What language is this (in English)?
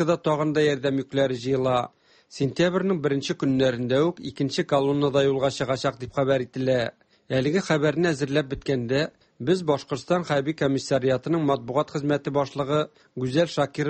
Tatar